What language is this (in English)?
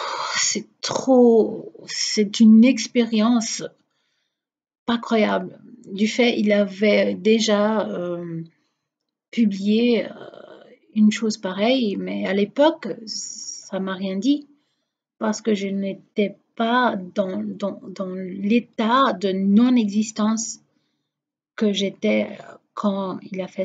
French